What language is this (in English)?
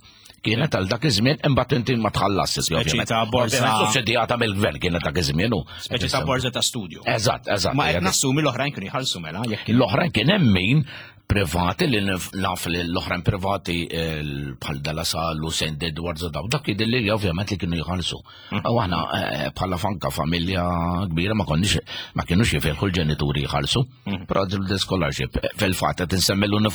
Maltese